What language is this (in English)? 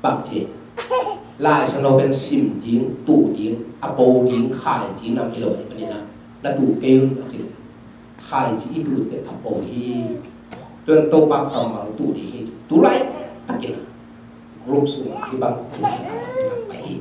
Tedim Chin